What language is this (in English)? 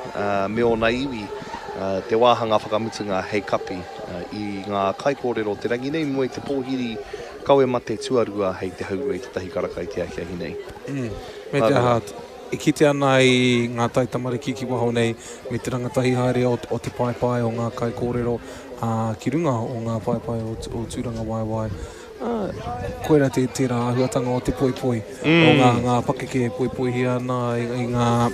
Māori